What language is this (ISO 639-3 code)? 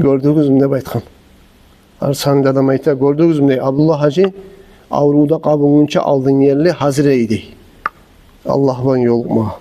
kum